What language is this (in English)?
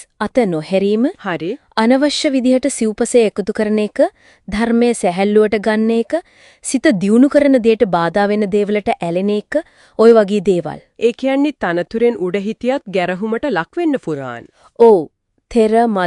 Sinhala